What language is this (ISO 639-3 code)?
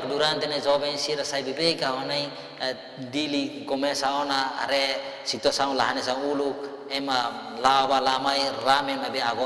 tet